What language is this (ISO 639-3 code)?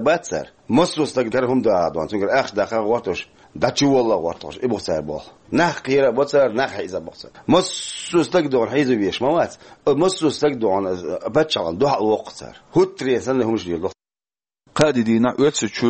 che